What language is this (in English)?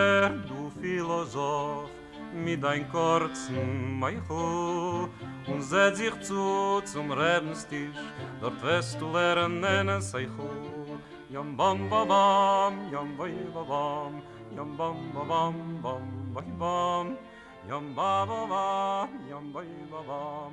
Yiddish